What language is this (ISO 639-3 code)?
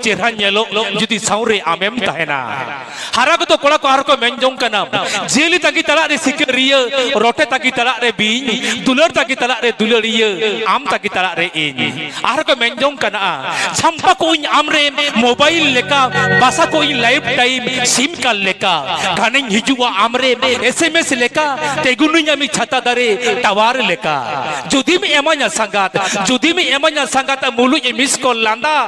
sat